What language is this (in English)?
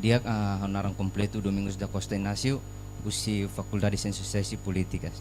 Tetum